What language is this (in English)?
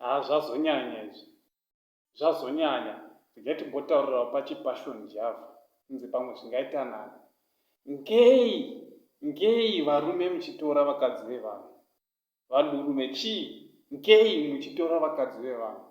Shona